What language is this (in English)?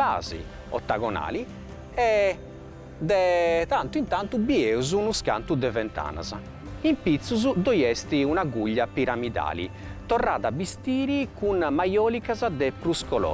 Sardinian